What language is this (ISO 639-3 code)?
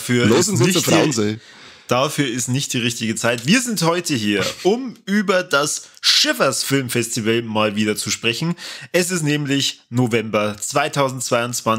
bar